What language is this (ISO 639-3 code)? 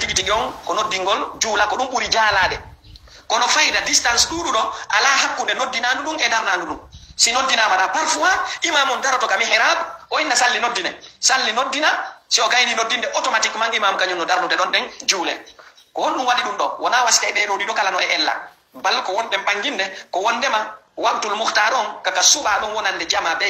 ful